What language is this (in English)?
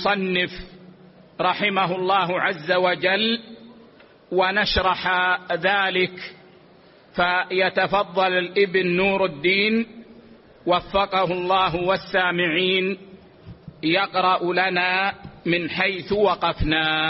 Arabic